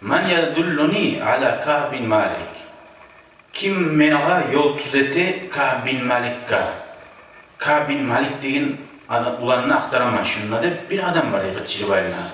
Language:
Kumyk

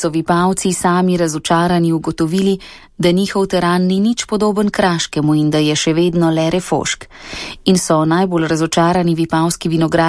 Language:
Slovenian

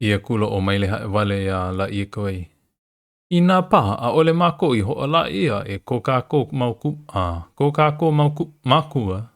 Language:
Hawaiian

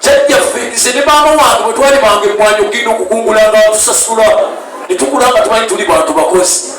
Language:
Ganda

